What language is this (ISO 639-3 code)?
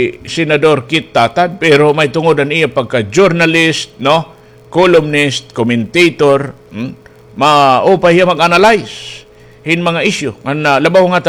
war